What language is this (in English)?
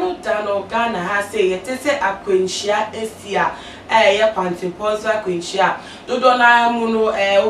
Akan